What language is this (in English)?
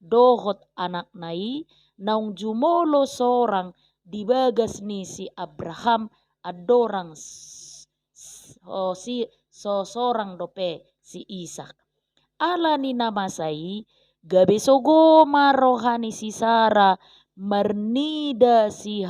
Batak Toba